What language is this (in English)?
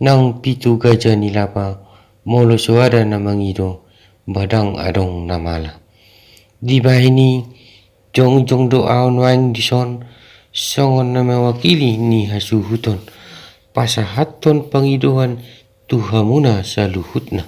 Batak Toba